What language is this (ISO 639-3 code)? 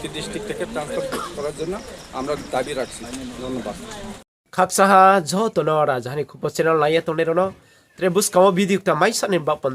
ria